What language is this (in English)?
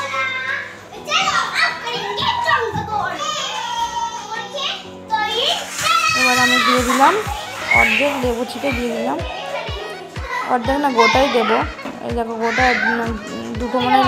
Bangla